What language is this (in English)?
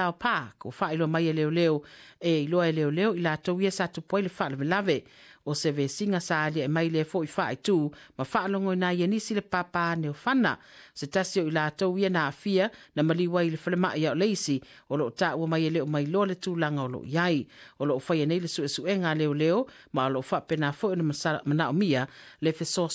Samoan